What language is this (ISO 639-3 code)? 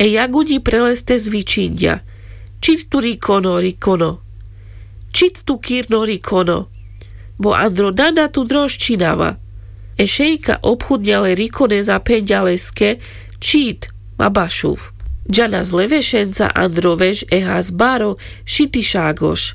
rmc